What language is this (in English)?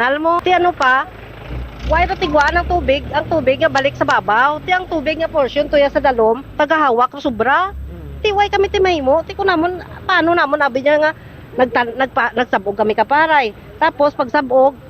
Hiligaynon